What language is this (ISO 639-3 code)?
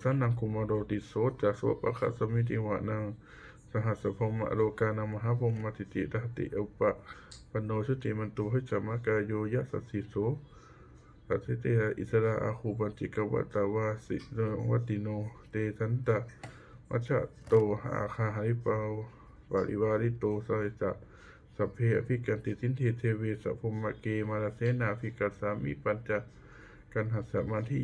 pli